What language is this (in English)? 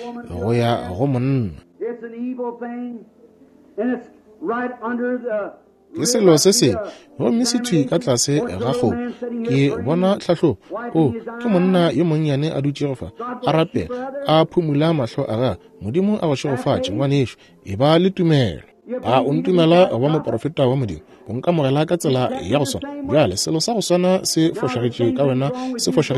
Northern Sotho